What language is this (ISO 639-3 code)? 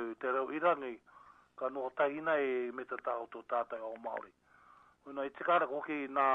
mri